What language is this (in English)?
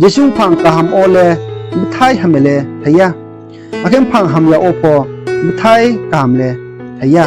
Riang (India)